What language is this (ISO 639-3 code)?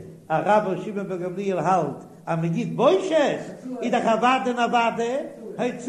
yid